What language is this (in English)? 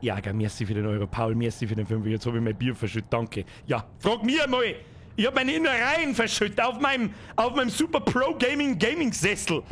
Bavarian